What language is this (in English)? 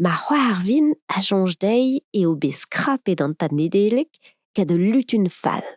Breton